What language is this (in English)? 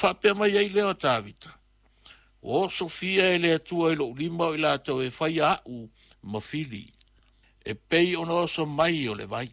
Samoan